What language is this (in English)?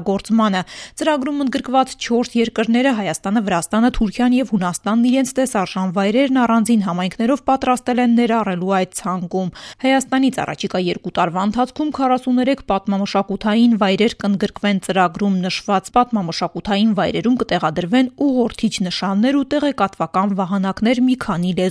Armenian